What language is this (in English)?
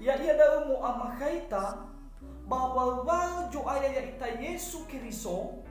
Nias